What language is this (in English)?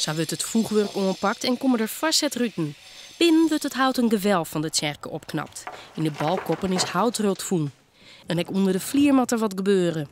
Western Frisian